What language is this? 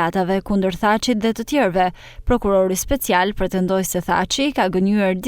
Albanian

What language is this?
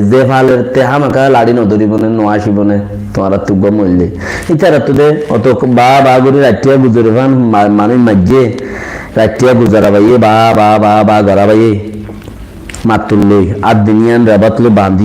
Rohingya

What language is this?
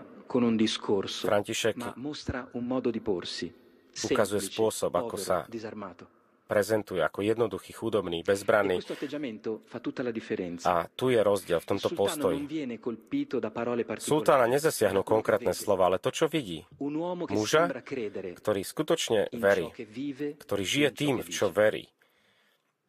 Slovak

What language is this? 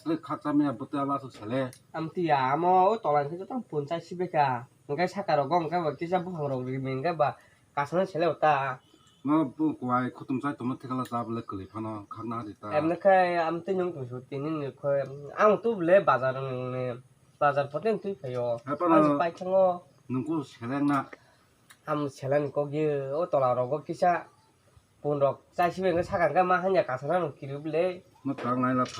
Kok Borok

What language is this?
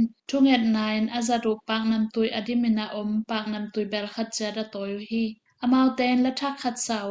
Tedim Chin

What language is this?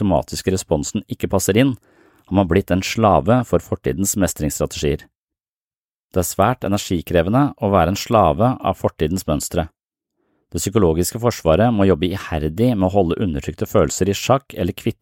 Norwegian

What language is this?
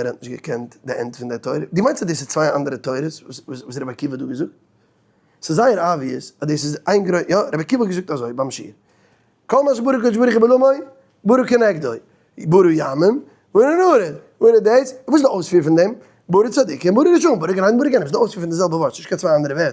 Yiddish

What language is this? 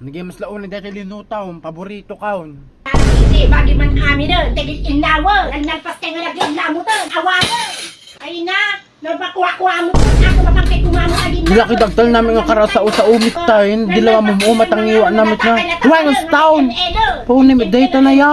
Iloko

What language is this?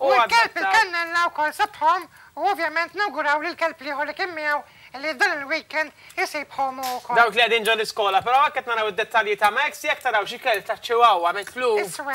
Maltese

